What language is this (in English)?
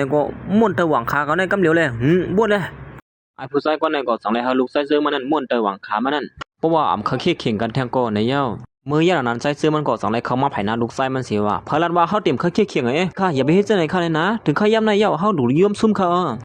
Shan